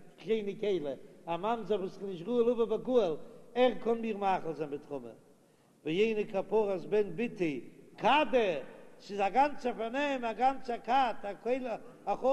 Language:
Yiddish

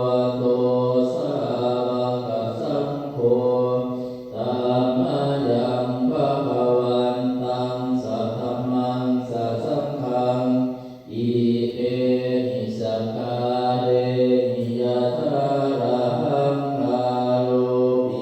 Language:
Pali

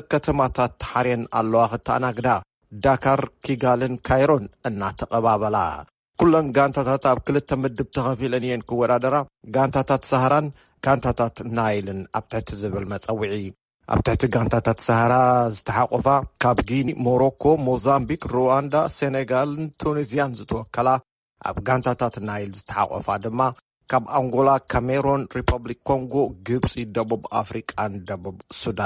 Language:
Tigrinya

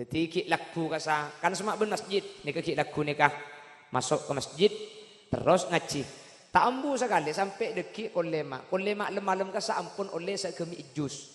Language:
Madurese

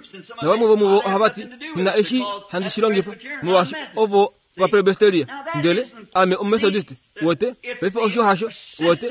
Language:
Kuanyama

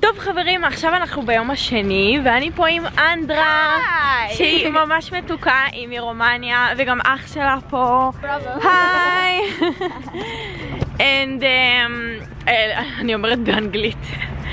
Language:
Hebrew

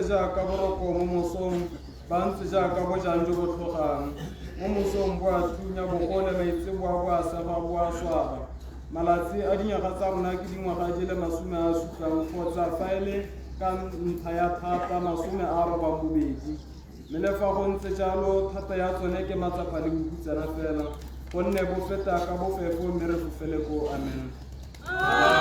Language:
Tswana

